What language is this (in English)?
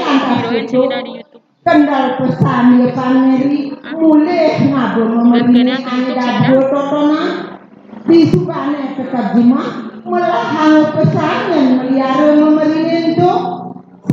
Balinese